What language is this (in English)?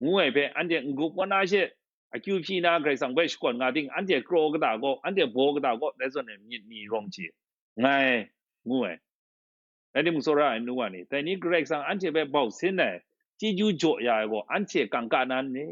Kachin